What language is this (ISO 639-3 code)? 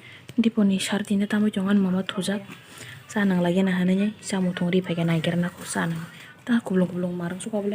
trp